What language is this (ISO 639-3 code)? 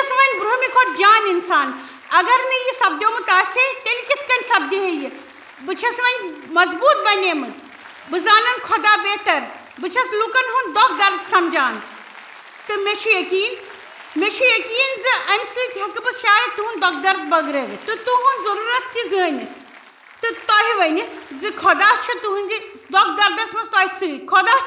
kas